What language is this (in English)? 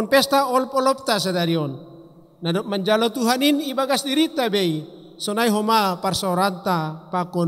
Batak Simalungun